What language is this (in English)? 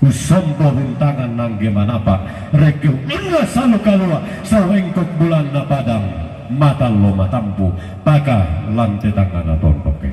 Toraja-Sa'dan